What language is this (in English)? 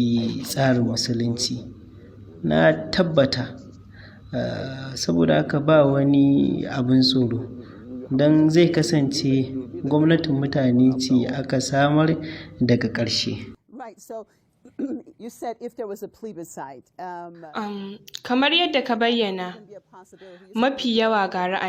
Hausa